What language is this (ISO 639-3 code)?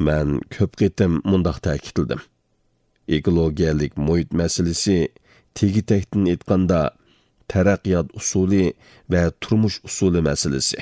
uig